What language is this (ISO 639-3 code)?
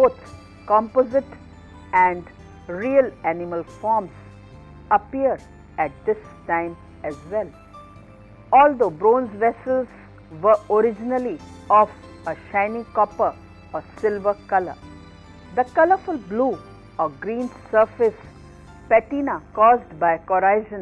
eng